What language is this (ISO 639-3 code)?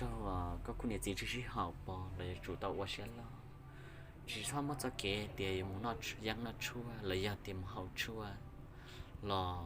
hmn